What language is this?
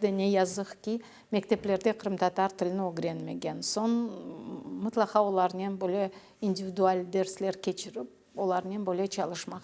Crimean Tatar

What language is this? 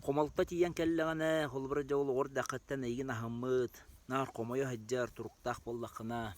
Yakut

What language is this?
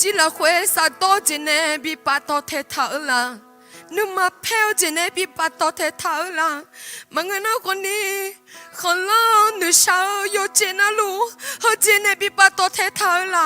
Akha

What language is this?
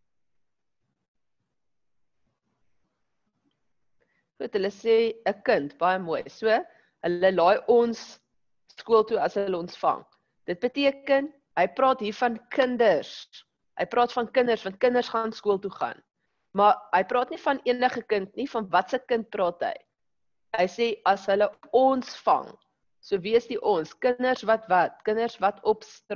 Afrikaans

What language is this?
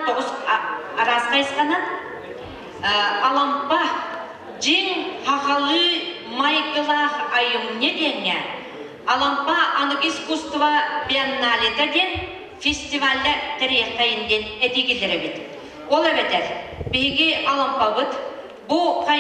Yakut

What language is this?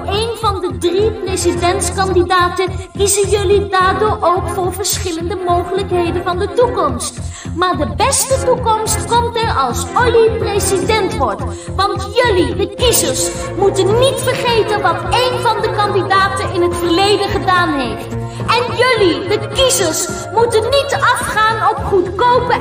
Dutch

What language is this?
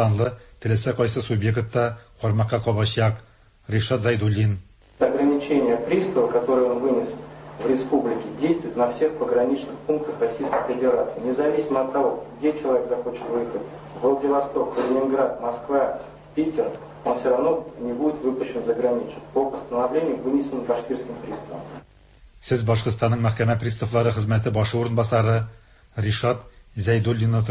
Tatar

